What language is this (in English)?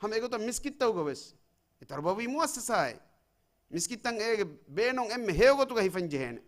Divehi